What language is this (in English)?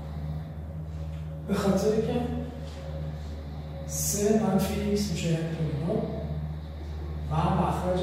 Persian